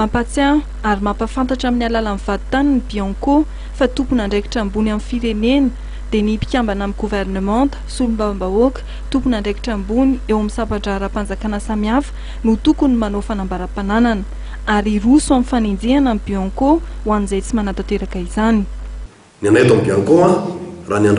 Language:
Malagasy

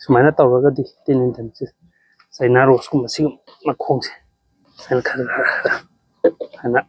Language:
Manipuri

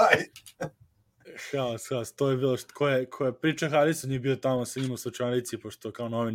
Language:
Serbian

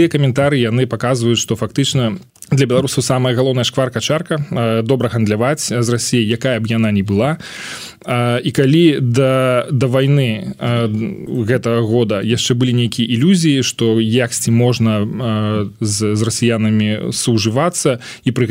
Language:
Belarusian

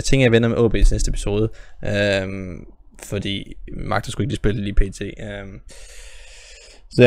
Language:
Danish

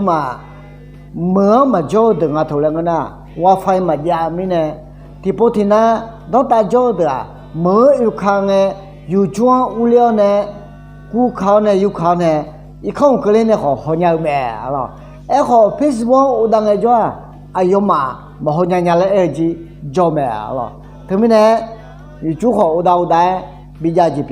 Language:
Akha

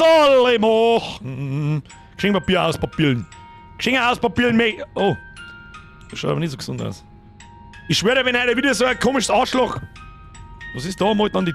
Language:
Bavarian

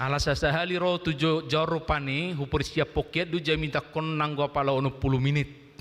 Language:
Batak Toba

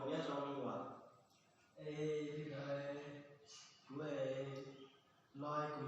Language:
Hmong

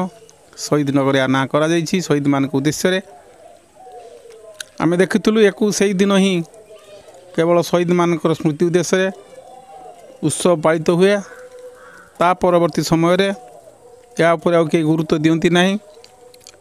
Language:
Odia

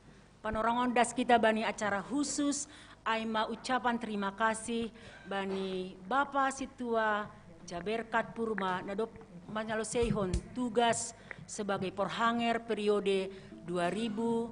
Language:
Batak Simalungun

